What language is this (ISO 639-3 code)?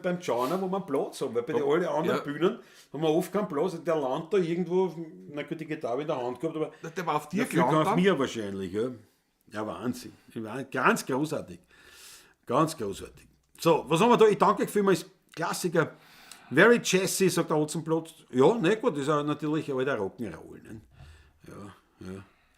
bar